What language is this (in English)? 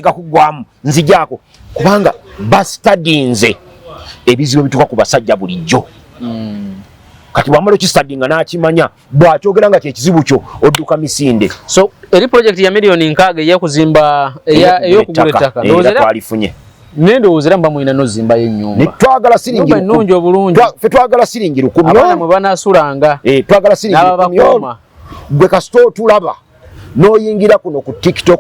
Ganda